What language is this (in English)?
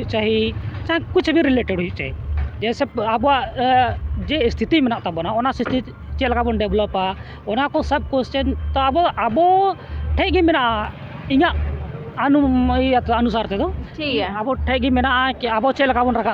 Santali